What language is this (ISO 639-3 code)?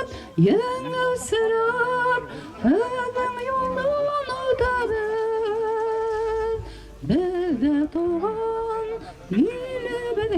bak